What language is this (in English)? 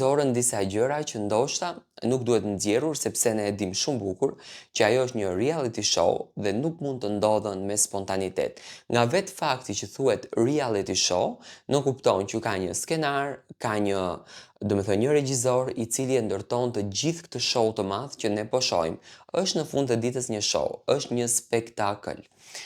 Albanian